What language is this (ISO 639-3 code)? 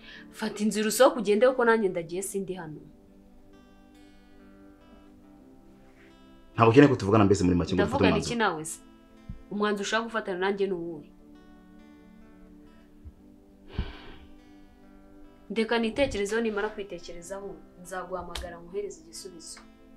kin